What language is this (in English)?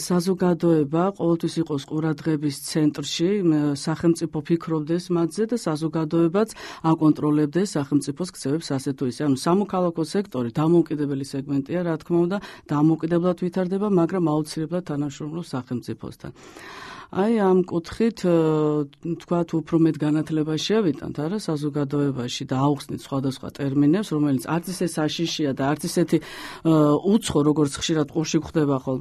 Georgian